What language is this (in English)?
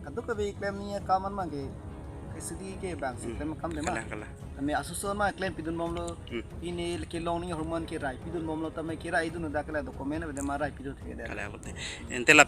Karbi